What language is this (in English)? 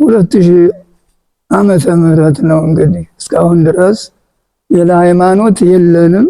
Amharic